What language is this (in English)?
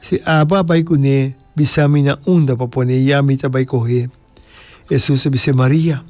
Papiamento